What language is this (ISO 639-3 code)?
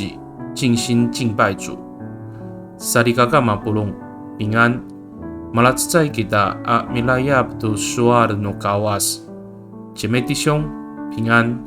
ami